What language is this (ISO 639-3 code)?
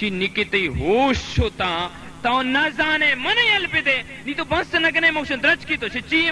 bal